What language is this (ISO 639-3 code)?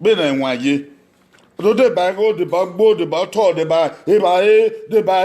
bin